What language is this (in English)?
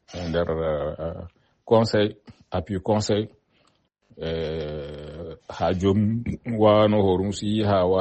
Fula